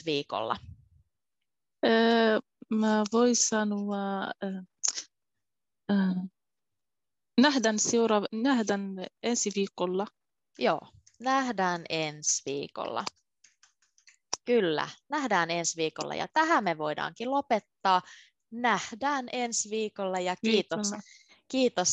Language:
Finnish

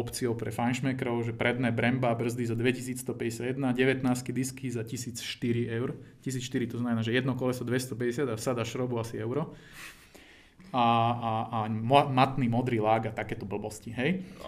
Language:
Slovak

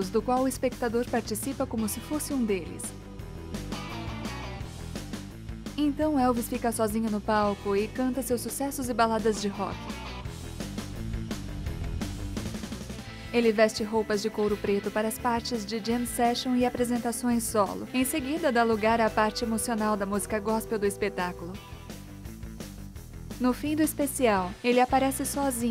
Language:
Portuguese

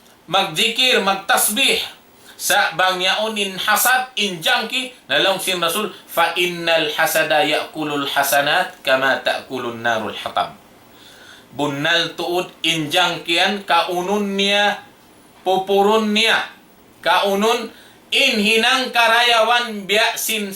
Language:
Tausug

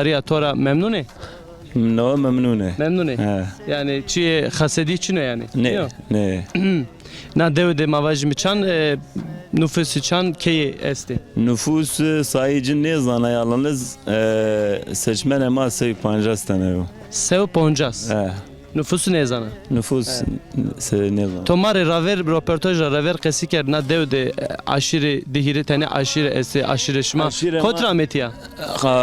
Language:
Zaza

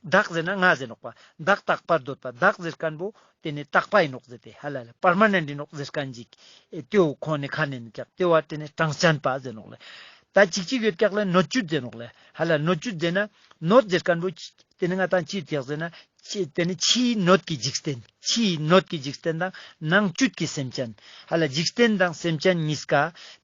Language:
Ladakhi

